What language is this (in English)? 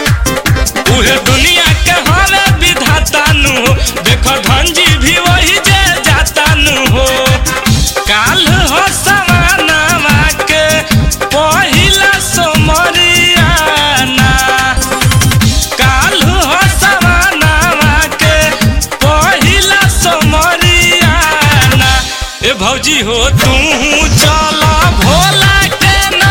Bhojpuri